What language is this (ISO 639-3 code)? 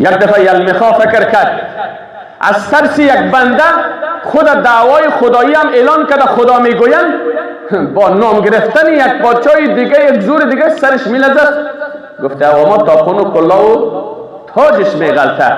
fas